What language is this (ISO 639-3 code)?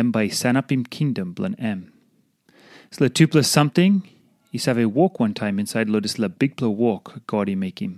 tpi